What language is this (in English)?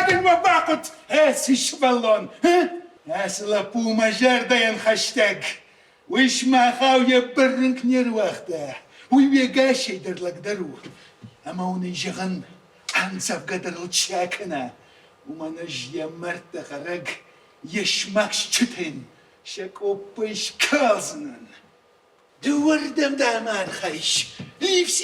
Ossetic